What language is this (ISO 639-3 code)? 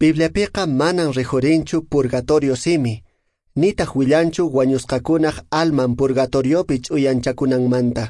que